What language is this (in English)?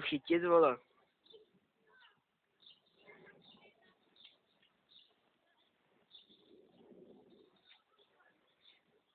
Czech